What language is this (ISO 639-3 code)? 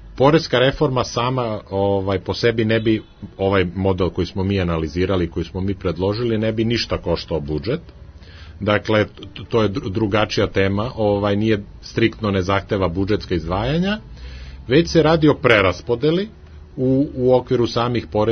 srp